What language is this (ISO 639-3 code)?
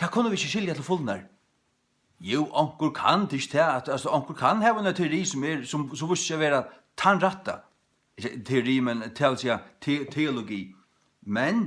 fao